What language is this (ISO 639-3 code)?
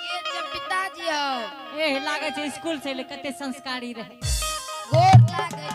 anp